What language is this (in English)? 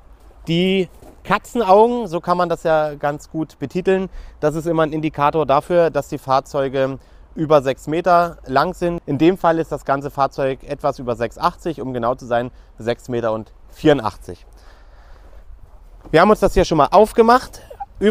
German